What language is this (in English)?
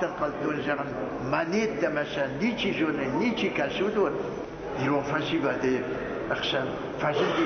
Ossetic